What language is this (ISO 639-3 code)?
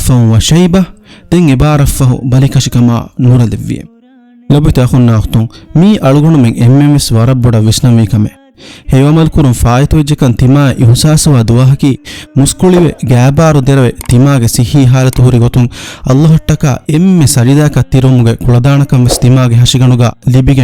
div